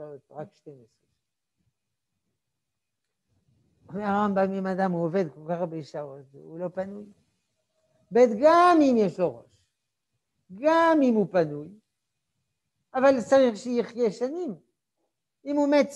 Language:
Hebrew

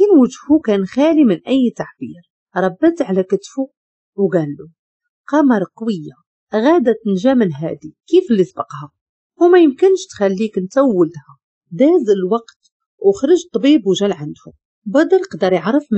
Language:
Moroccan Arabic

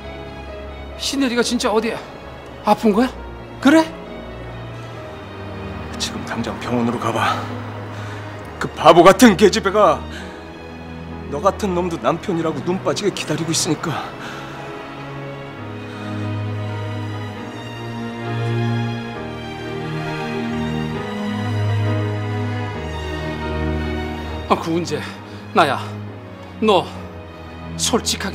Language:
Korean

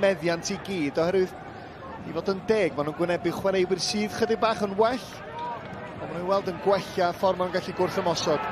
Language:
Welsh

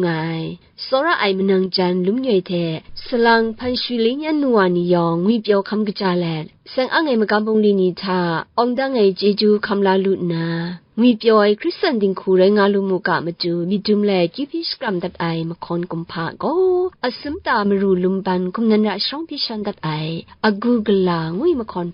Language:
Kachin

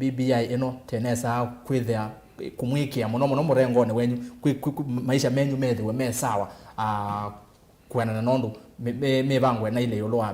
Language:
Kamba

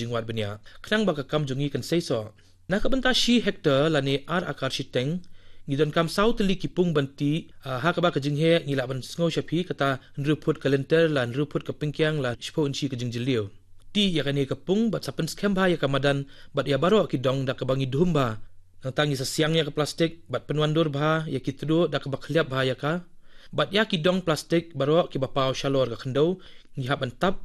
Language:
Khasi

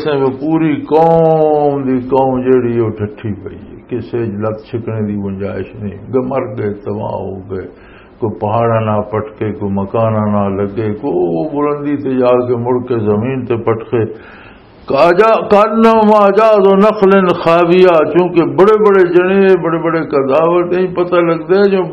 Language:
Western Panjabi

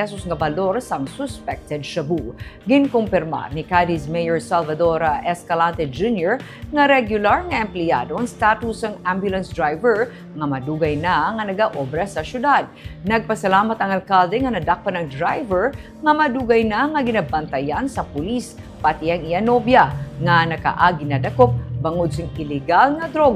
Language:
Hiligaynon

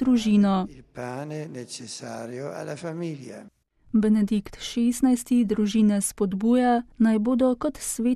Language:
Slovenian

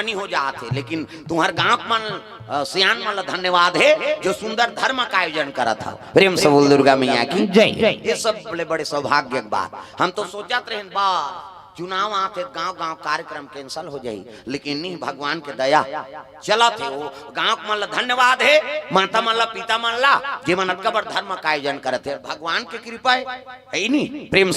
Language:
Chhattisgarhi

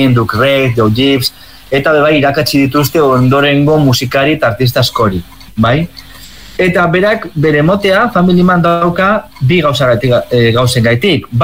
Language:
Basque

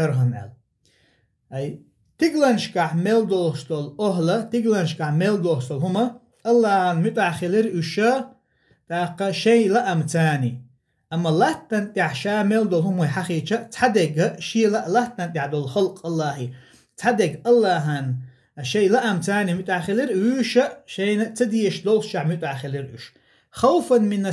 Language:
Chechen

